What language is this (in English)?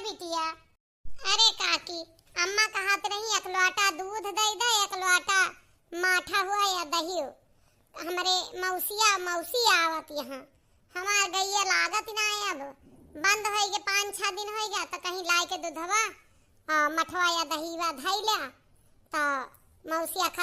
Awadhi